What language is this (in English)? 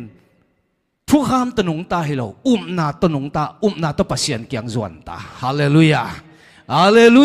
Tedim Chin